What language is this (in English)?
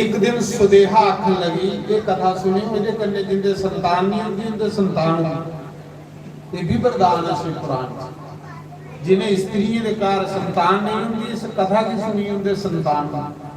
Dogri